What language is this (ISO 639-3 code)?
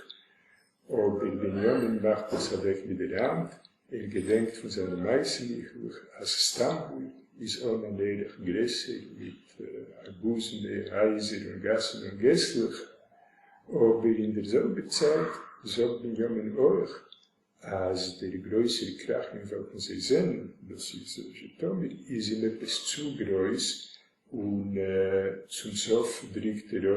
yid